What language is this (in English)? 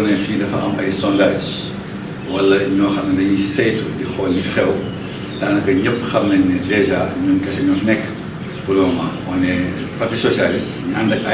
Wolof